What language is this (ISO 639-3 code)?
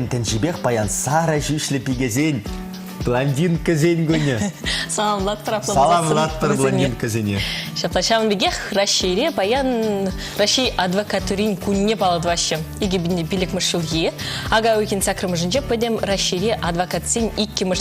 chv